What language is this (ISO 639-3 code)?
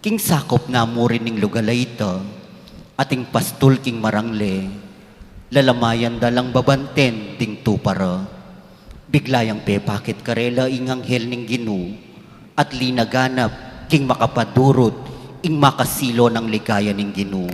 pam